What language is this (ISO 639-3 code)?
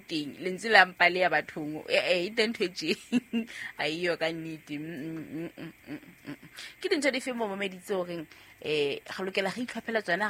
sot